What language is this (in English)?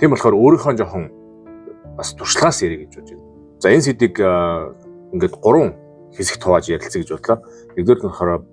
Mongolian